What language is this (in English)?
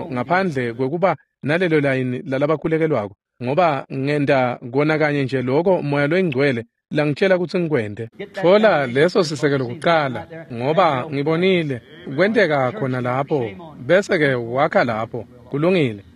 Swati